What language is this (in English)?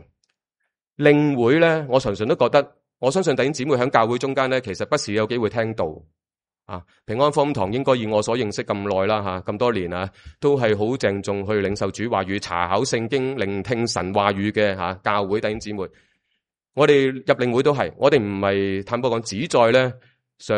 Cantonese